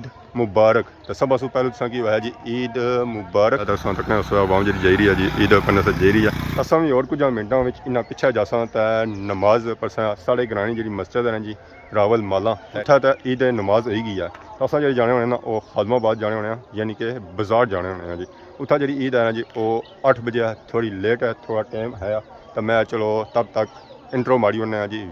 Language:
Pahari-Potwari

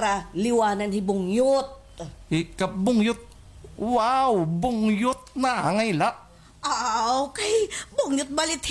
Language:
Waray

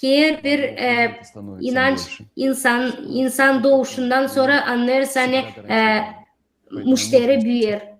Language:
Gagauz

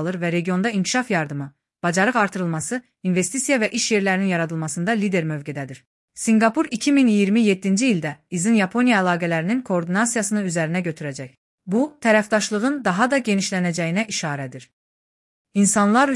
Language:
Azerbaijani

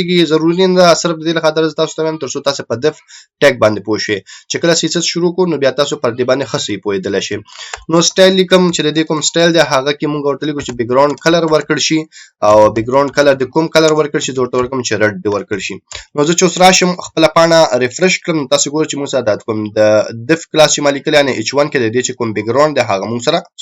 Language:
Pashto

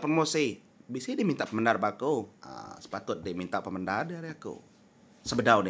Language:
Iban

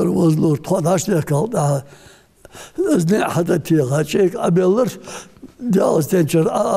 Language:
Ingush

